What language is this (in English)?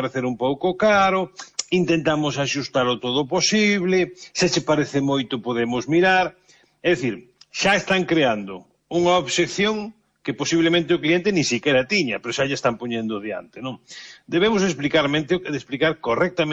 Galician